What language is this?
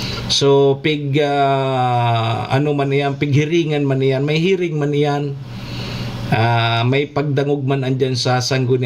Bikol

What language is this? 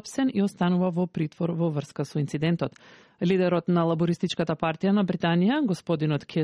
Macedonian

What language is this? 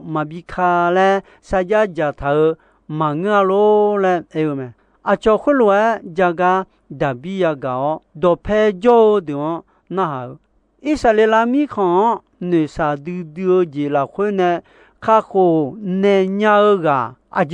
Akha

